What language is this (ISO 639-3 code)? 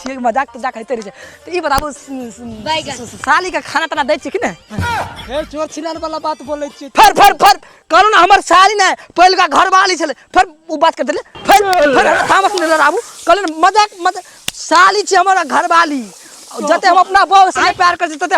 mai